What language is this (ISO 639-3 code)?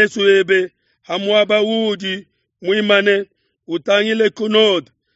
lua